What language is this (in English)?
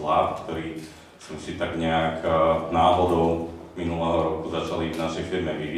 Slovak